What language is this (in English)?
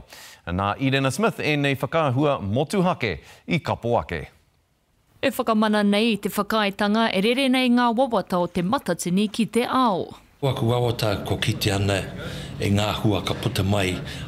Māori